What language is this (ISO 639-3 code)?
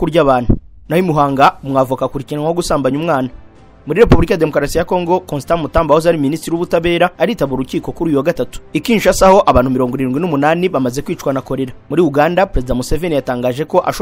kin